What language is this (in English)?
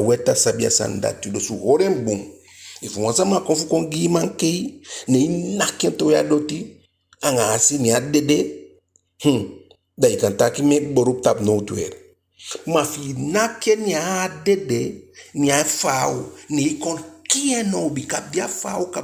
Eastern Maroon Creole